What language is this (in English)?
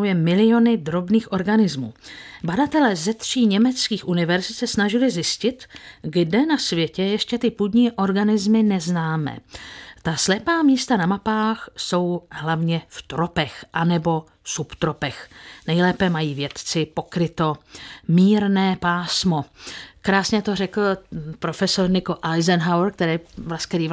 Czech